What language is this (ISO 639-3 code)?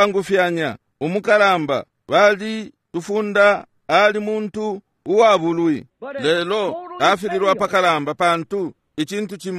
bem